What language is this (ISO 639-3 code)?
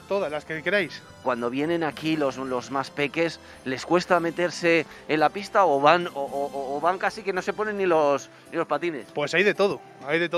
spa